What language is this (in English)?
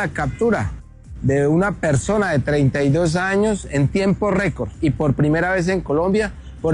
Spanish